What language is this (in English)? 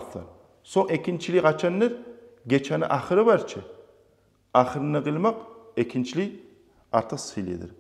Kumyk